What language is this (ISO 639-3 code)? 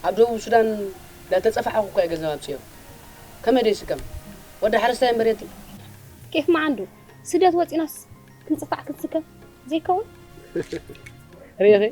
tir